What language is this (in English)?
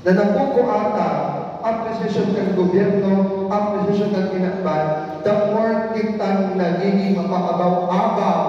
Bikol